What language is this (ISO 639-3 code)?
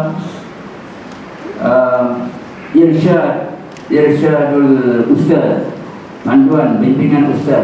msa